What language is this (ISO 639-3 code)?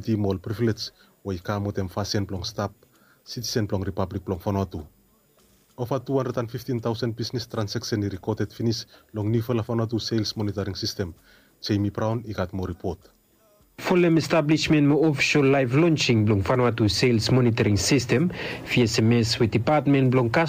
bis